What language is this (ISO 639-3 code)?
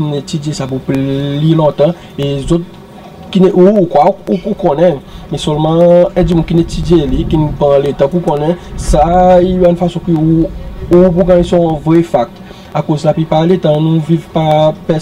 crs